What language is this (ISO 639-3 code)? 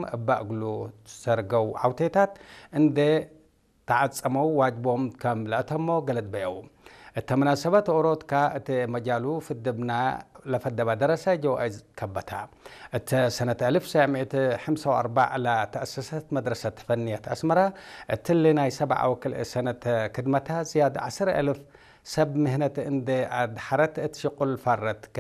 tir